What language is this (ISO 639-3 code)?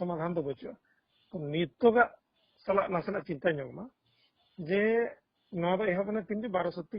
sat